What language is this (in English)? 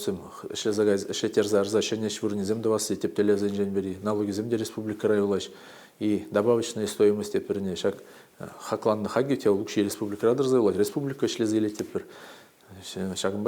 Chuvash